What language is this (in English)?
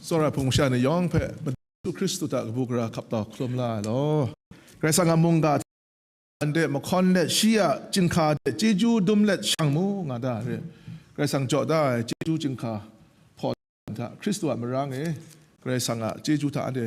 Kachin